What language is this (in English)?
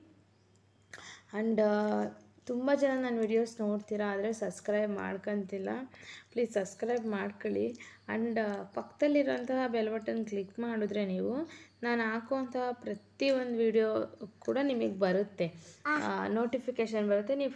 Kannada